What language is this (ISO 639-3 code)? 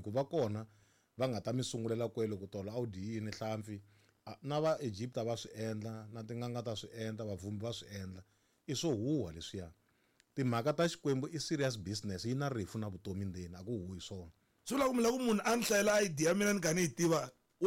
tso